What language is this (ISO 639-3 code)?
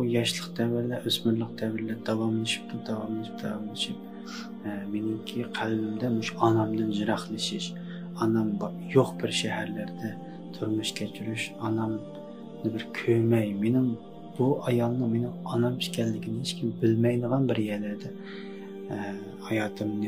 uig